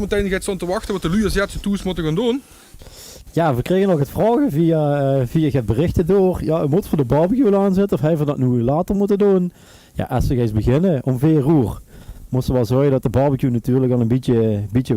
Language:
Limburgish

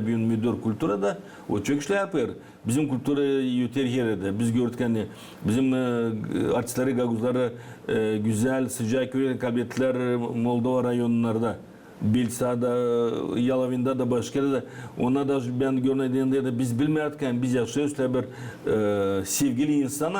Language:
Gagauz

